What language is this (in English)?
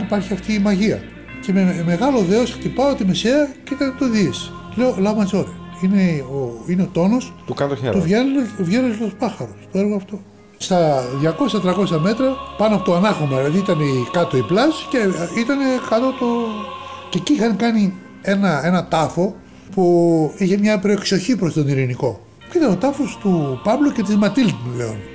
Greek